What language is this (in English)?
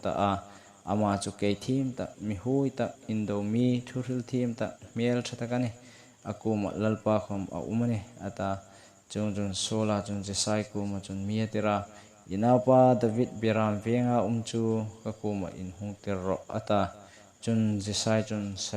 Hmar